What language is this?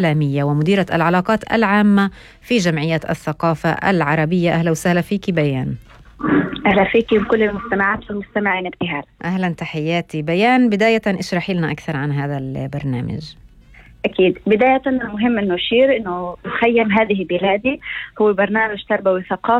North Levantine Arabic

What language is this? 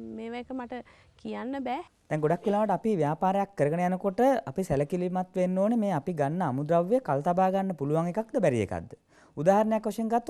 Sinhala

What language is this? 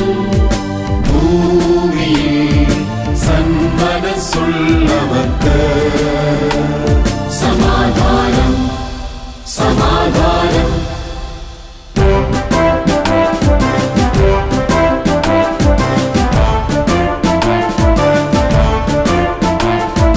Malayalam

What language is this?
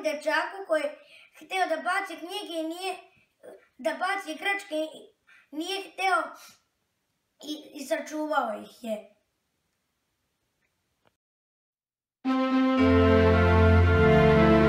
Serbian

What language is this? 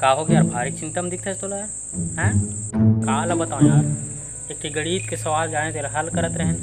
Chhattisgarhi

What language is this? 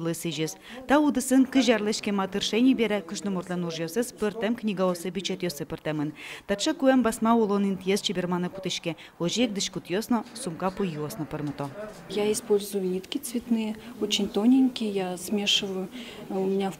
Udmurt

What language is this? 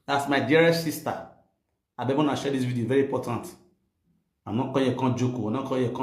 Nigerian Pidgin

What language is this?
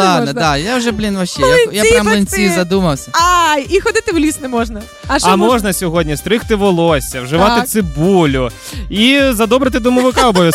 Ukrainian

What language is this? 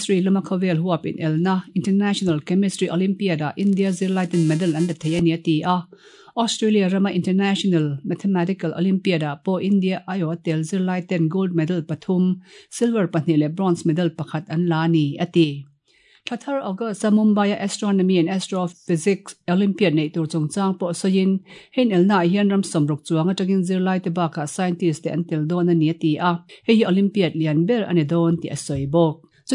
Mizo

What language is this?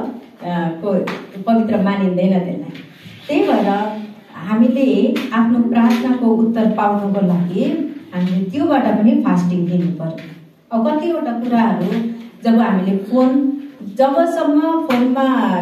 Nepali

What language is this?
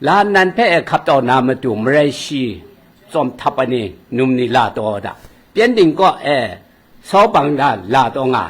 Kachin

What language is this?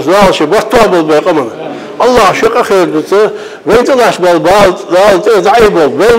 Ingush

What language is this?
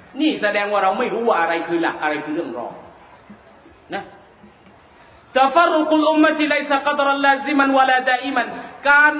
Thai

